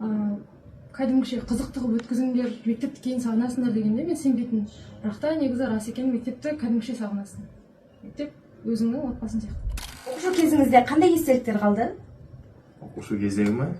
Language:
Kazakh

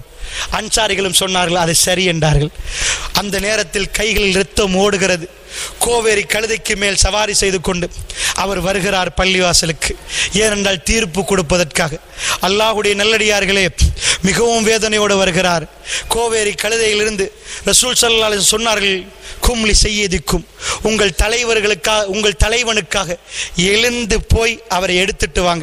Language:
Tamil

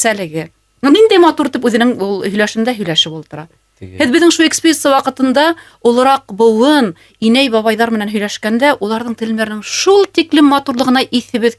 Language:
Bashkir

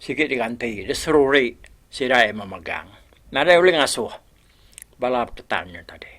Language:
Iban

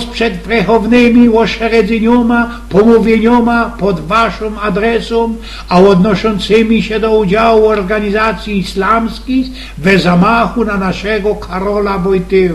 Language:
Silesian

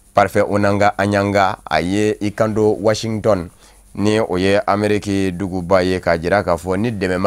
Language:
Bambara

